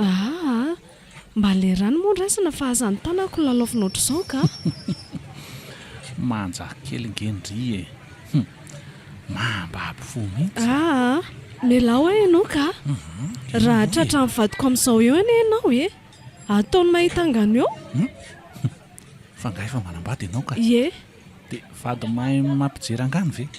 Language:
Malagasy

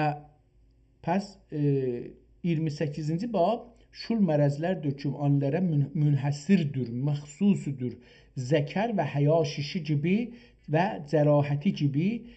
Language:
South Azerbaijani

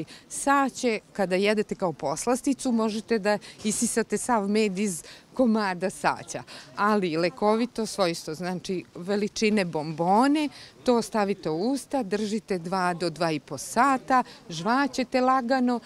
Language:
Serbian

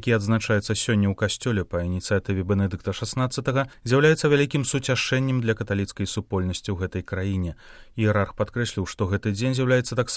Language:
Belarusian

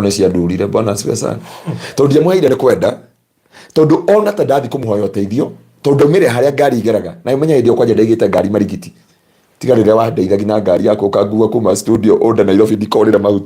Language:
Kikuyu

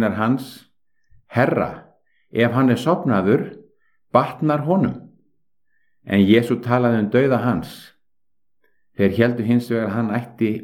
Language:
Icelandic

